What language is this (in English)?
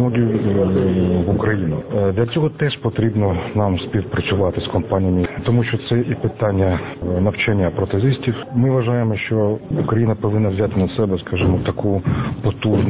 Ukrainian